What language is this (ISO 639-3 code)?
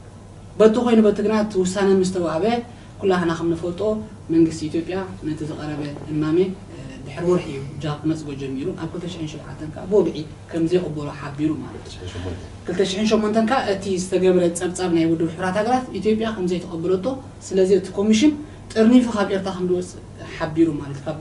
tir